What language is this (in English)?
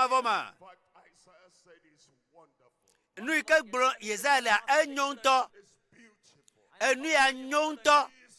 Ewe